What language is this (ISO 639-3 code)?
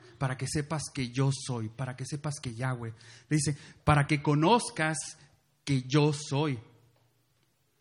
spa